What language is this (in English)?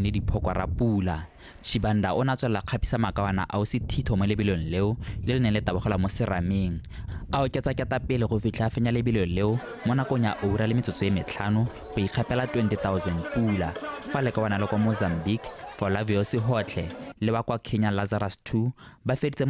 Tswana